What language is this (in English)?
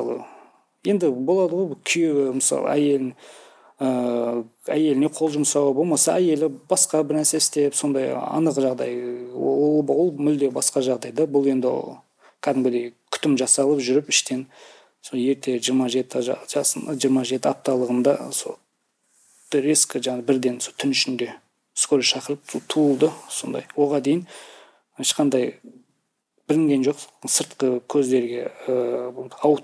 Kazakh